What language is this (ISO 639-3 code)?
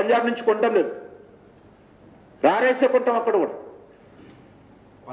tel